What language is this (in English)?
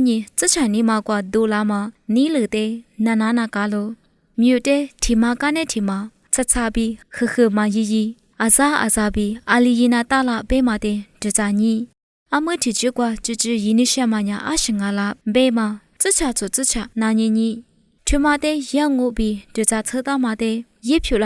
Lisu